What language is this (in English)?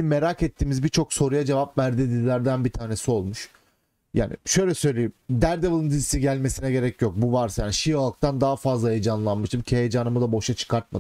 Turkish